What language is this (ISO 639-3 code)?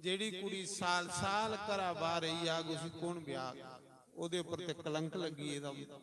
doi